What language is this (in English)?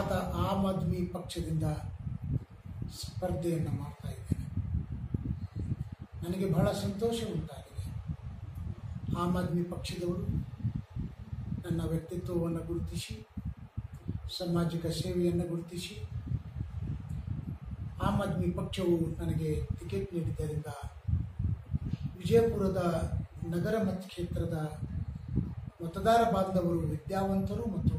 Kannada